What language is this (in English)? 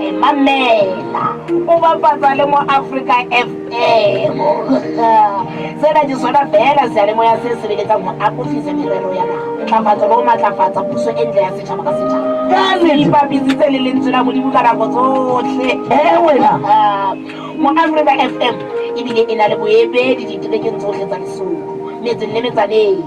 Southern Sotho